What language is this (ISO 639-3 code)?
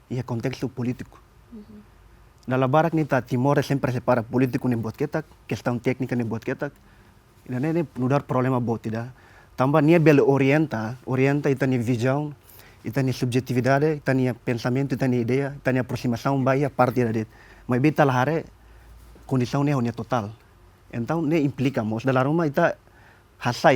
tet